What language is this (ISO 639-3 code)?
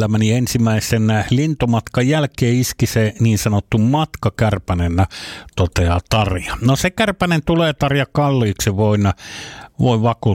fin